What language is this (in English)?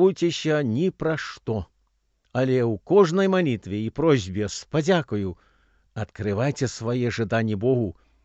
Belarusian